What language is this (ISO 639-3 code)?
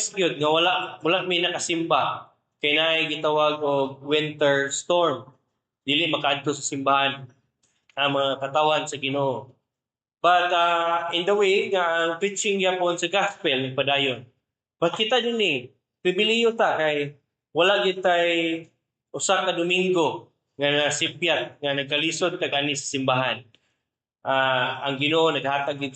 ceb